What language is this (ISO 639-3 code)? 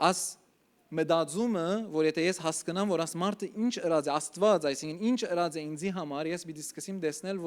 hyw